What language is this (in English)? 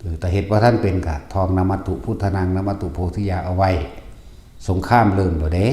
Northeastern Thai